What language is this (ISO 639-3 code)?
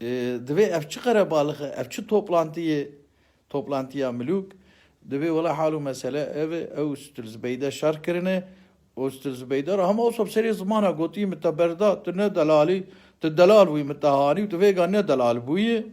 kur